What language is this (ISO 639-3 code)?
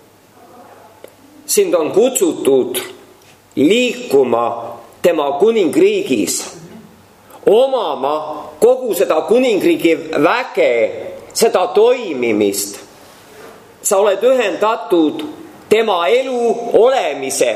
est